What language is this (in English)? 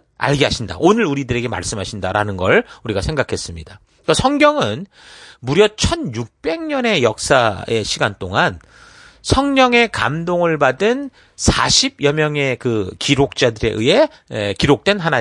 Korean